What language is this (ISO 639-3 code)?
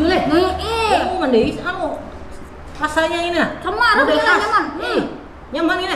bjn